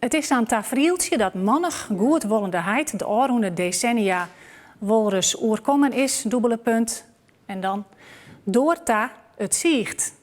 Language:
Western Frisian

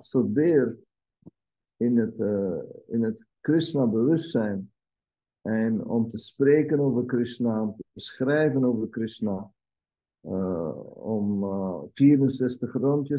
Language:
Dutch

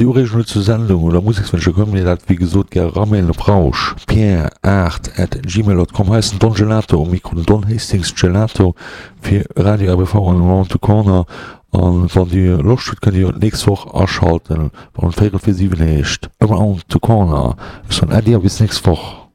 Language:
Luxembourgish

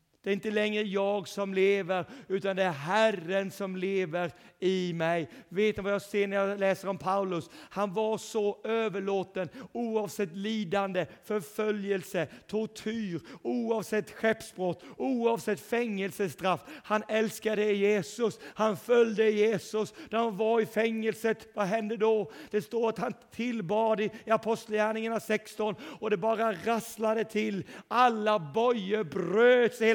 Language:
Swedish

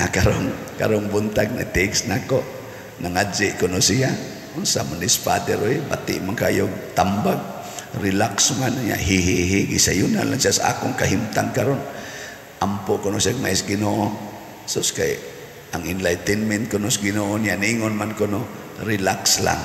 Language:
Cebuano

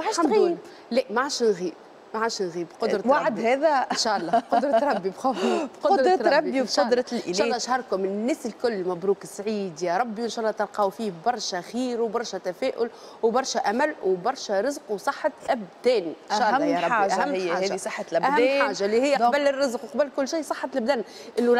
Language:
Tunisian Arabic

